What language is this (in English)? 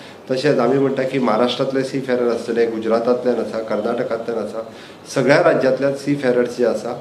Konkani